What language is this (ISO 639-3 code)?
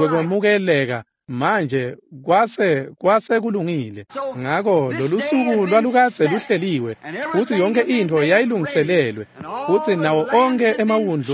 ssw